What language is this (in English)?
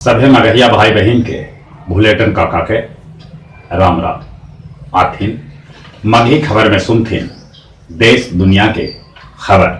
Magahi